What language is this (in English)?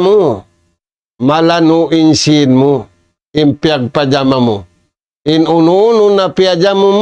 Tausug